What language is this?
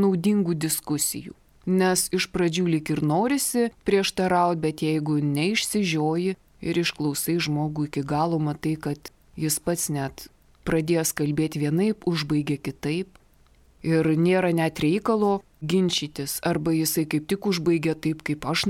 Lithuanian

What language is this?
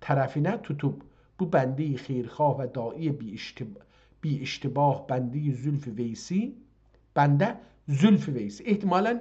South Azerbaijani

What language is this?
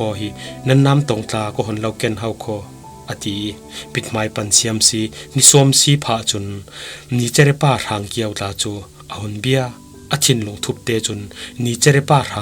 Falam Chin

